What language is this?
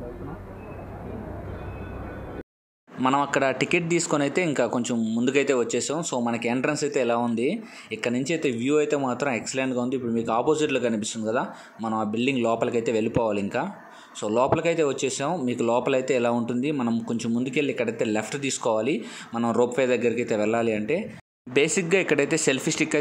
Telugu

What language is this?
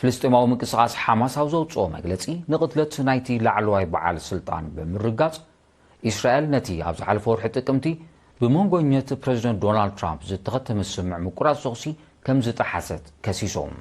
Tigrinya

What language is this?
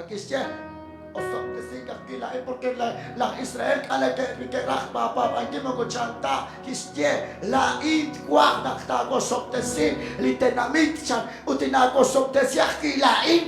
Kekchí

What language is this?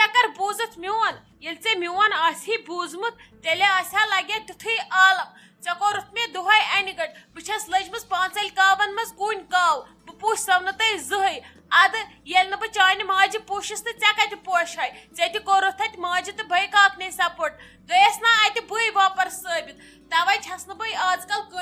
Kashmiri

